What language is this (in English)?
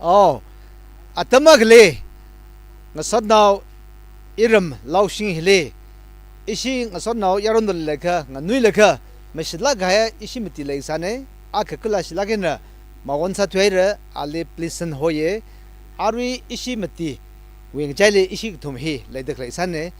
Tangkhul Naga (India)